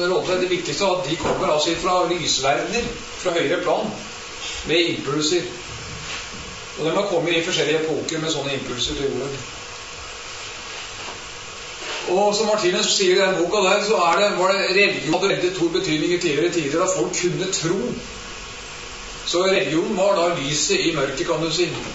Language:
Norwegian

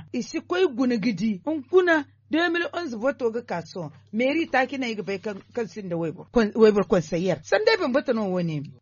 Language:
Zarma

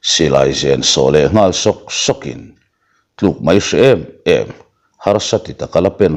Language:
Mizo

